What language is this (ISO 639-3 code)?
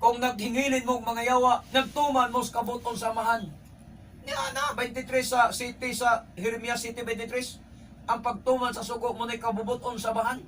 ceb